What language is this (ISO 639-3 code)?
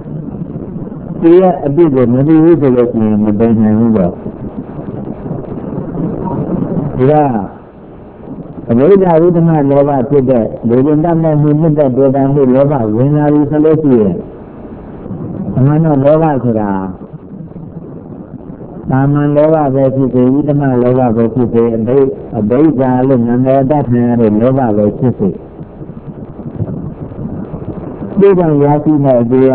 mya